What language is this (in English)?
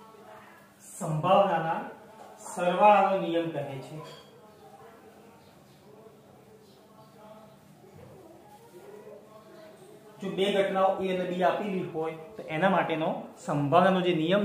Gujarati